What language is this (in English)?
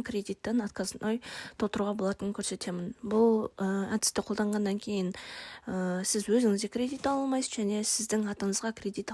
Kazakh